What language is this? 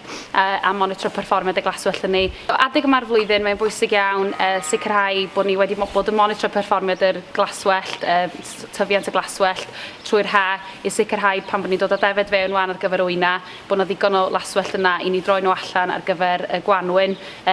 Welsh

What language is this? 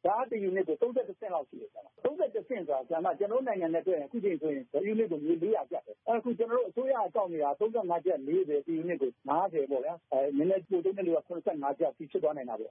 Burmese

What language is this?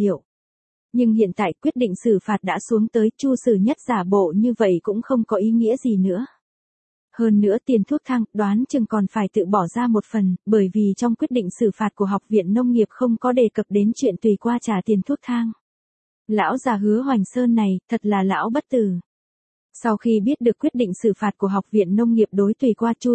Vietnamese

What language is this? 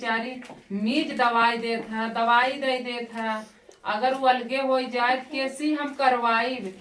Awadhi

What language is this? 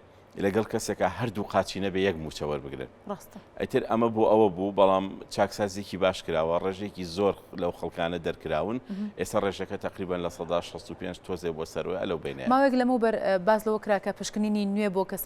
Central Kurdish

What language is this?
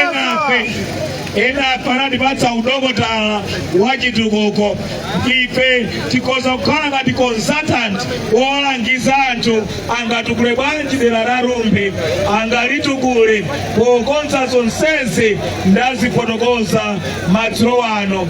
Nyanja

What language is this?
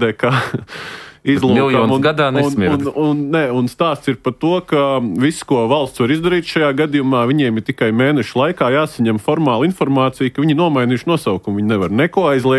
Latvian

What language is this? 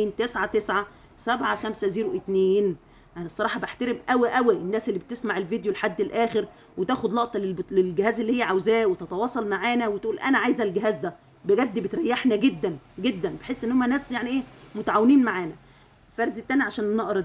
Egyptian Arabic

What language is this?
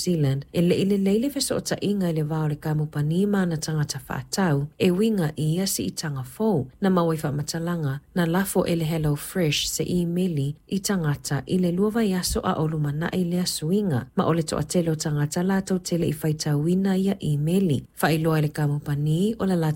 Samoan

